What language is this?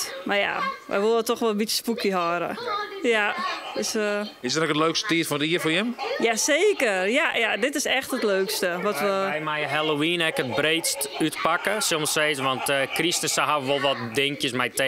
Dutch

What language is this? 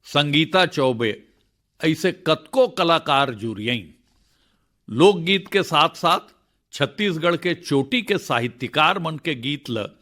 Chhattisgarhi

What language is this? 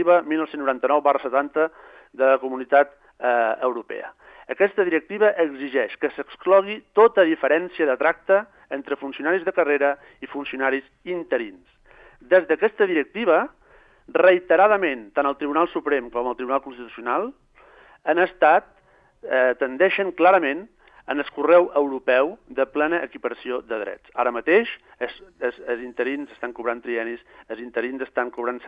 Catalan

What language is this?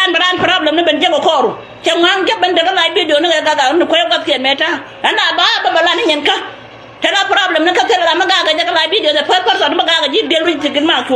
Nuer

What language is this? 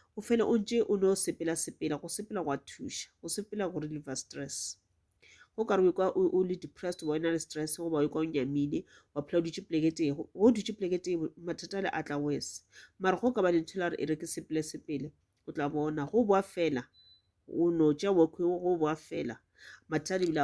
Northern Sotho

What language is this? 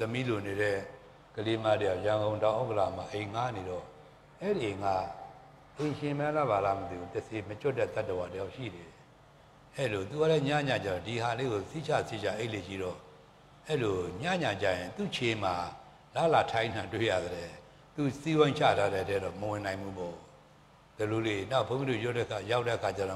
Burmese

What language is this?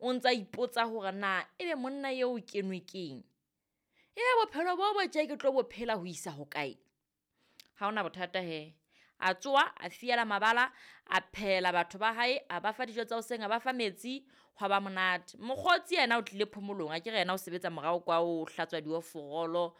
Southern Sotho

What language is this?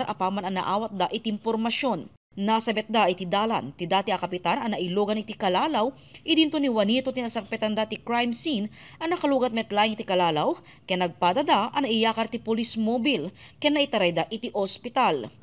Iloko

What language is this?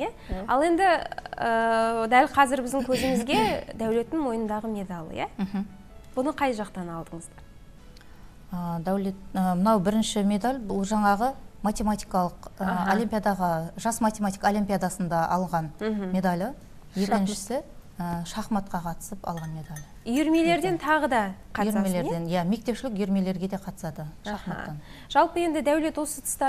Kazakh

